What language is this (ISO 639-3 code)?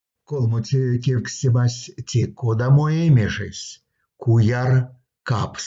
myv